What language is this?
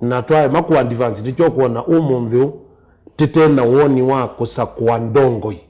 Kamba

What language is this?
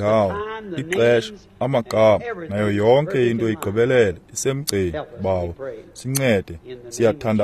Xhosa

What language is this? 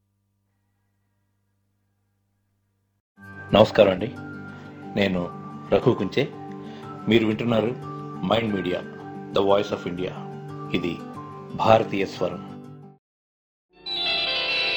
Telugu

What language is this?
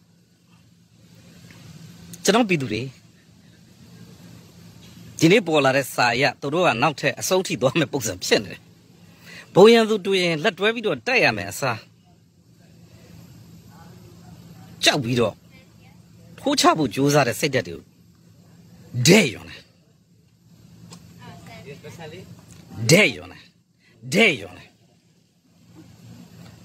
Burmese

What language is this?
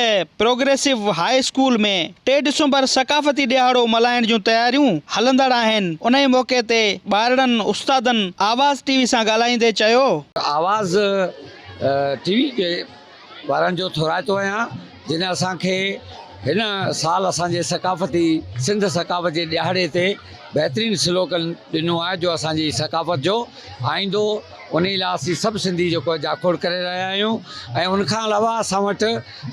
Sindhi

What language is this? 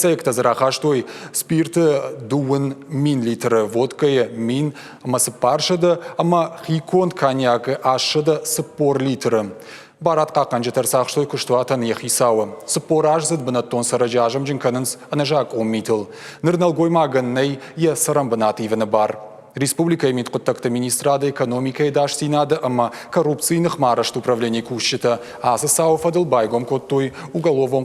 Ossetic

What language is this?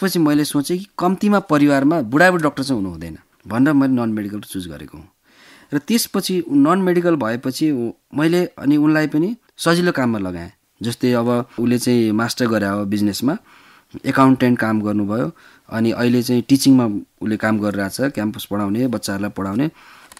Nepali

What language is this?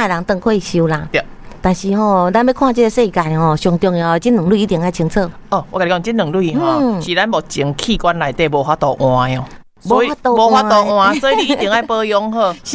Min Nan Chinese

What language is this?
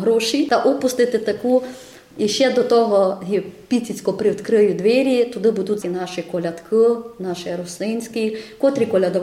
Ukrainian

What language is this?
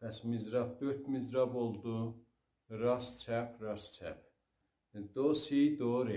South Azerbaijani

